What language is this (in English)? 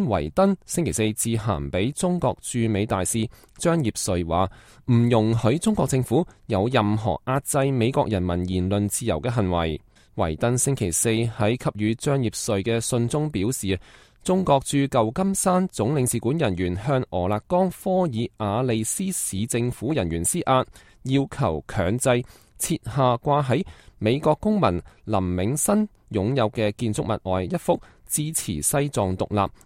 Cantonese